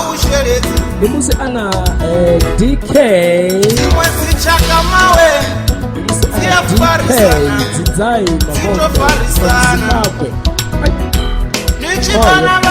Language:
Venda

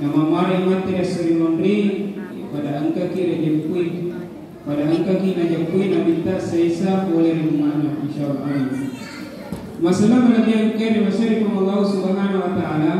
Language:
Buginese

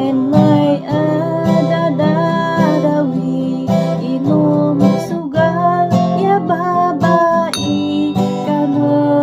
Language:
Kankanaey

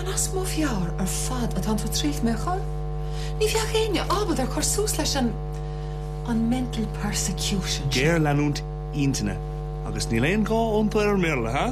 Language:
Irish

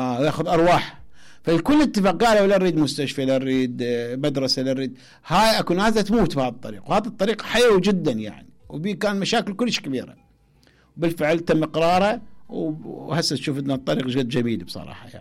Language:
Mesopotamian Arabic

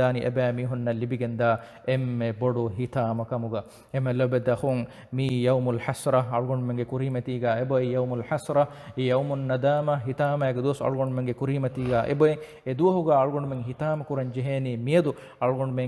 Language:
Divehi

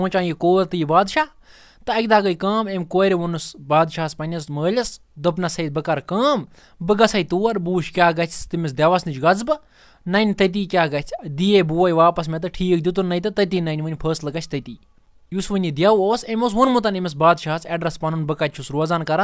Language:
Kashmiri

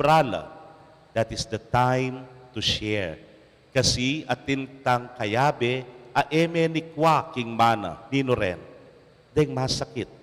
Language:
Pampanga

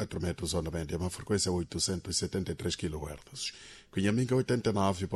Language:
Sena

